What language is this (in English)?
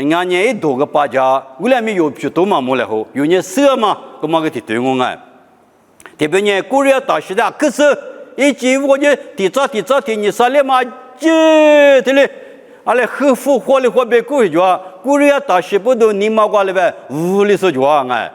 Lisu